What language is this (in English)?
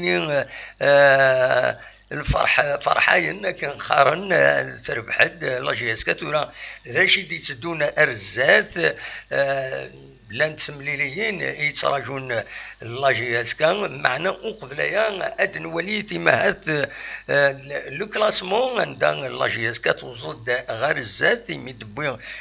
Kabyle